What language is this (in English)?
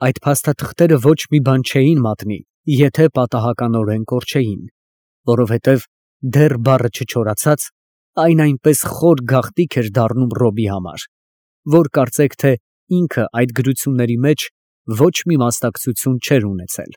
Armenian